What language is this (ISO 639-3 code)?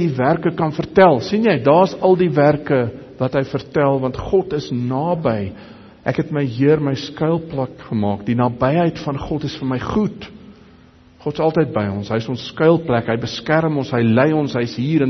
afr